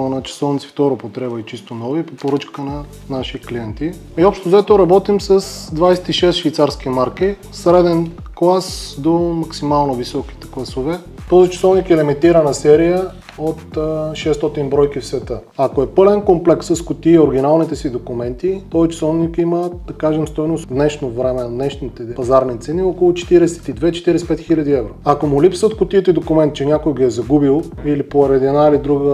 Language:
Bulgarian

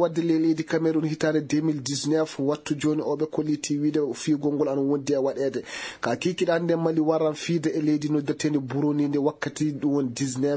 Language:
Maasina Fulfulde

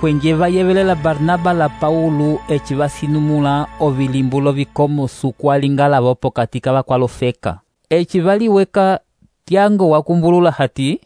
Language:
Umbundu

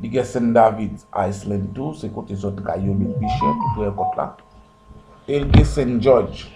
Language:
Haitian Creole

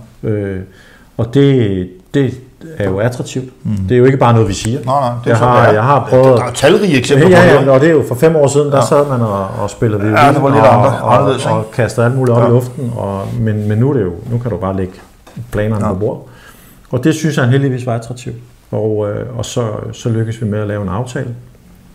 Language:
Danish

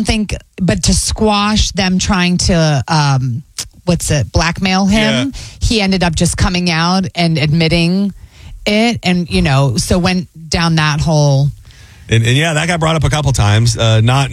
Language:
English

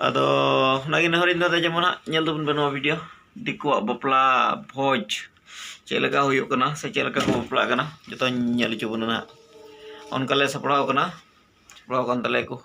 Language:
Santali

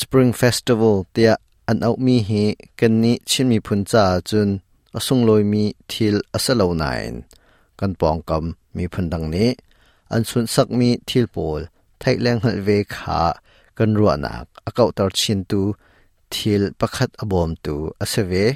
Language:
Hakha Chin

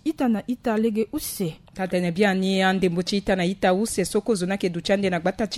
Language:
Sango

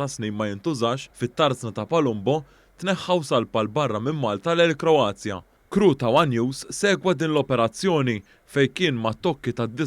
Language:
Maltese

